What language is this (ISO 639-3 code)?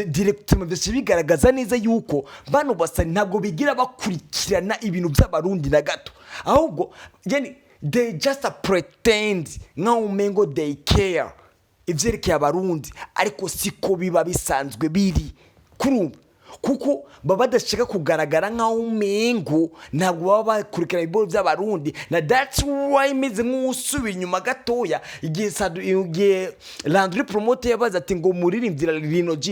run